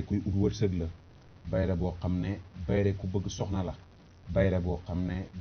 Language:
Wolof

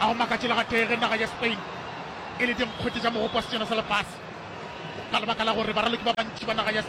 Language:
Northern Sotho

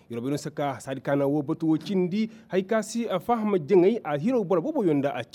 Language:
Koyraboro Senni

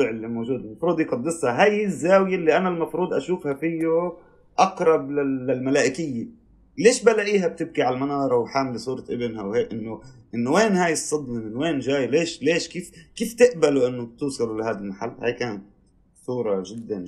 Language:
North Levantine Arabic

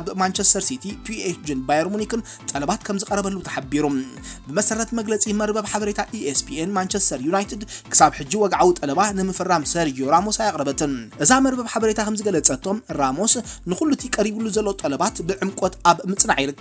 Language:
Tigrinya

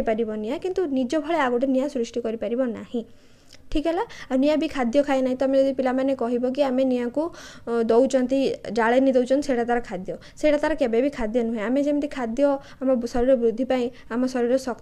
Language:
Odia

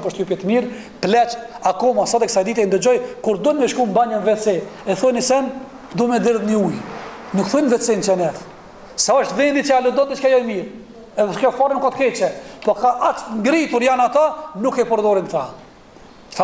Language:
Albanian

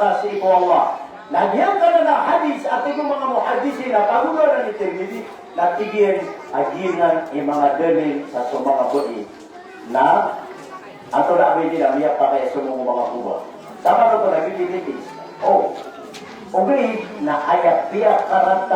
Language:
Maranao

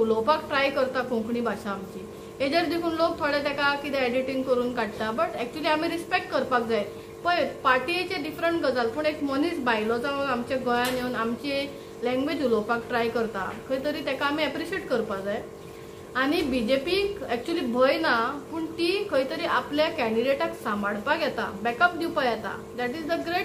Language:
Konkani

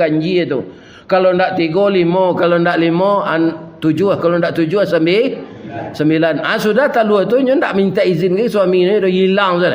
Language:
Minangkabau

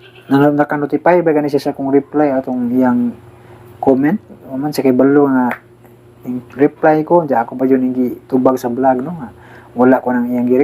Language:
Cebuano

